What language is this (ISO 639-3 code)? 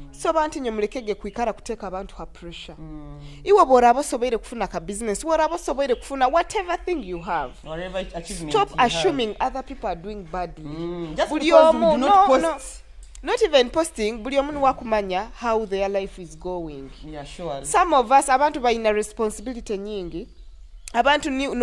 nyo